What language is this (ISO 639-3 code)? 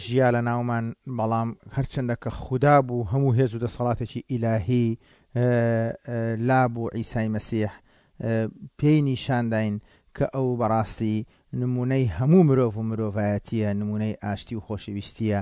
ckb